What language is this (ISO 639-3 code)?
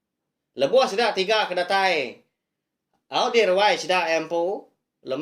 iba